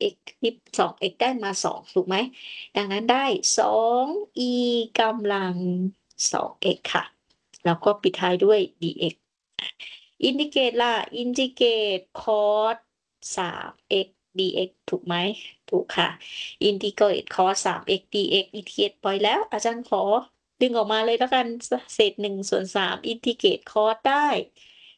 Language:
Thai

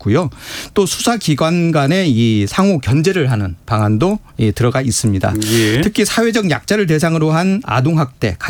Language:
Korean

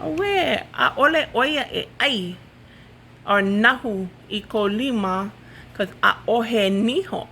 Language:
Hawaiian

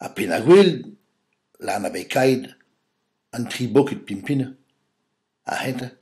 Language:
Breton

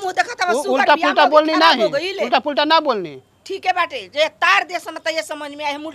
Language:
Bhojpuri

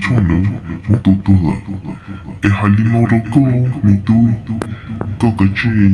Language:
Hmong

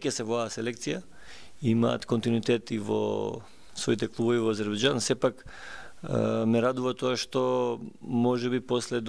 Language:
Macedonian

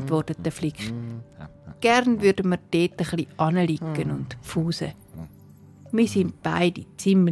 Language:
Swiss German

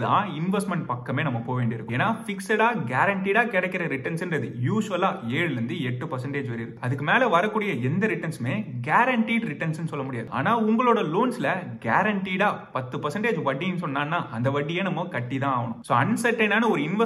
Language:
Tamil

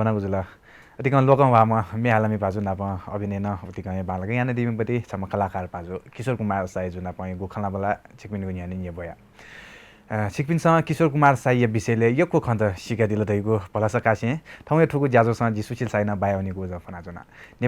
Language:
Newari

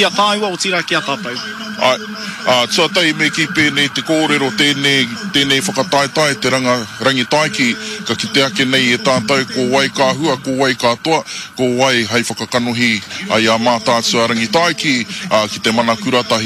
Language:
Māori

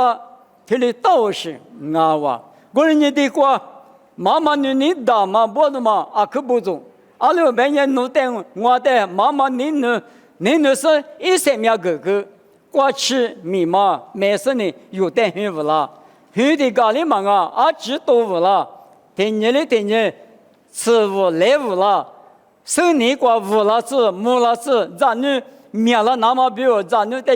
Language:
Lisu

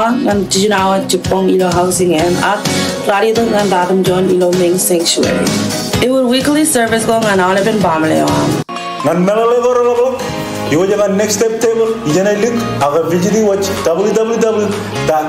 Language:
Marshallese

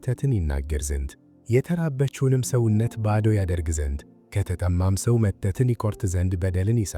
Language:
Amharic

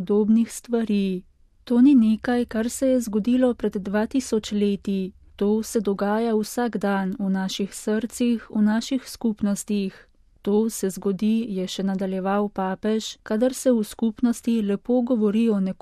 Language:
Slovenian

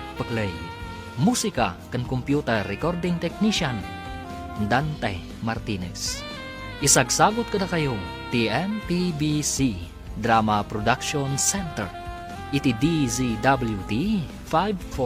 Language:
Iloko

